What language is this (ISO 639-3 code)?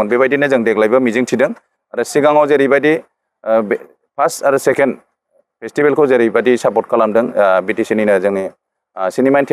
brx